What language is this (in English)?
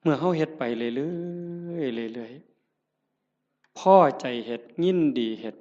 Northeastern Thai